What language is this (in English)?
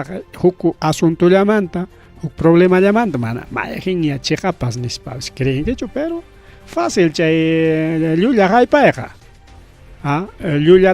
Ayacucho Quechua